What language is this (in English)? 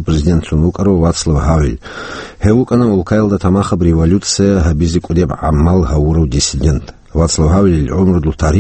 Avaric